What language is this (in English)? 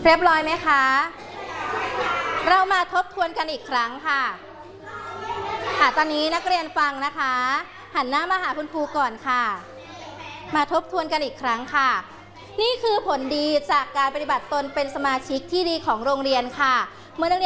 Thai